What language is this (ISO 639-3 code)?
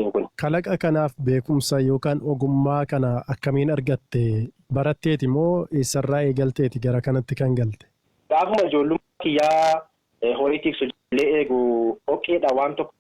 orm